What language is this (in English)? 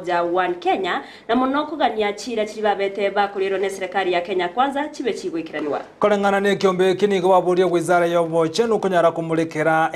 Gusii